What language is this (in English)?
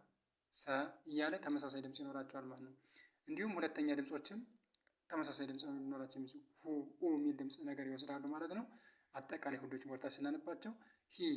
Amharic